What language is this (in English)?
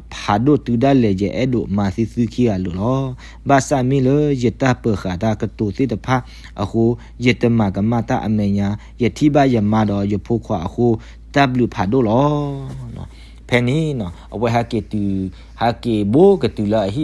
S'gaw Karen